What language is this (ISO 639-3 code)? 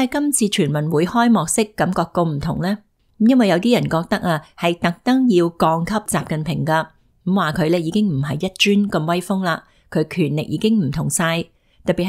yue